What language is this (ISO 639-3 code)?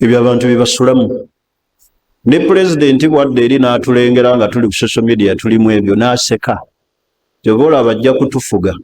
lug